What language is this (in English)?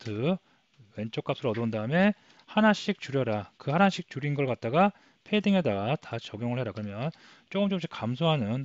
Korean